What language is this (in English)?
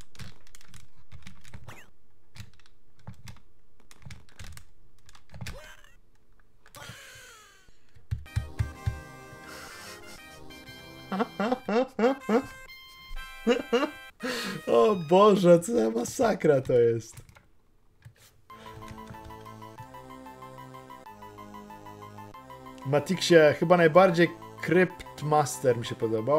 Polish